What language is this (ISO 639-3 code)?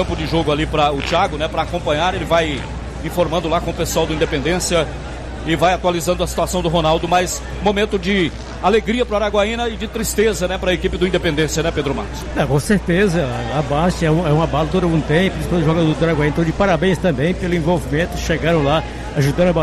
por